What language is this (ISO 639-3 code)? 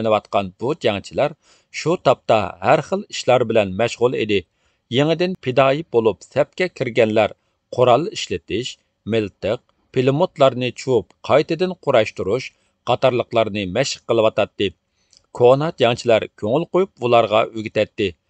uig